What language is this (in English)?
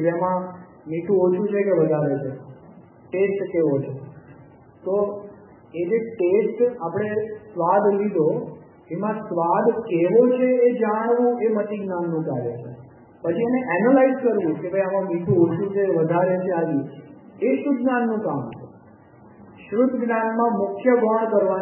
Gujarati